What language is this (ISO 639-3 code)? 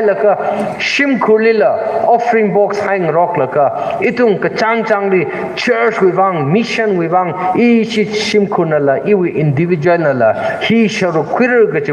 nmf